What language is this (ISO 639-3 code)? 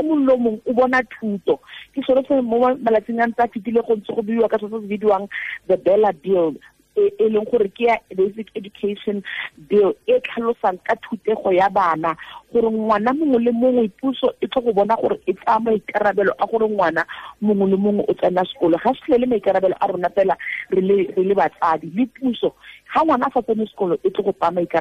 tsn